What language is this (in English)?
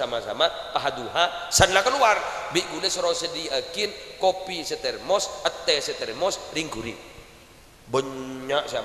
Madurese